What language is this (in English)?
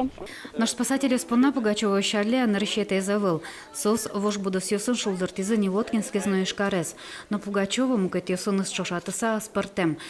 Udmurt